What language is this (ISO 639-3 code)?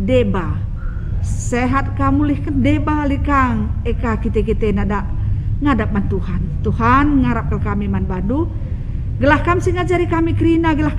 btx